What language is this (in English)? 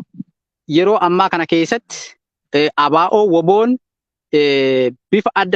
Oromo